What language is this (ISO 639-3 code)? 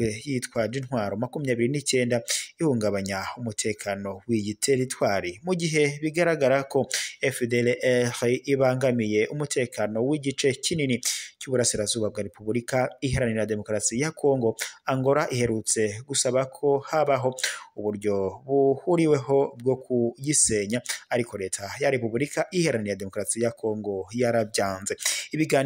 kin